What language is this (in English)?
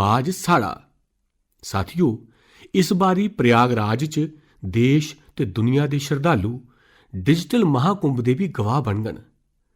Dogri